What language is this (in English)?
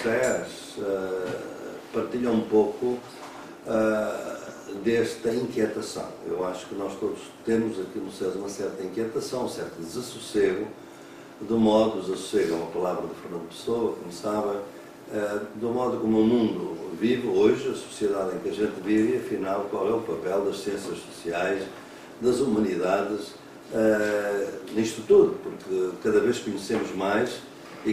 Portuguese